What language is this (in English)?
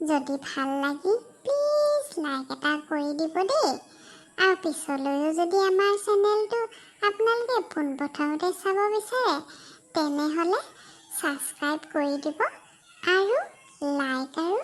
Assamese